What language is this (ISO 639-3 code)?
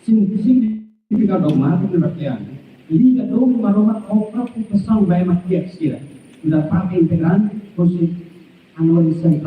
tet